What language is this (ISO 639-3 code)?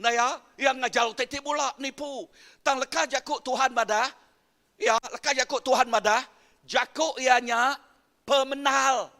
iba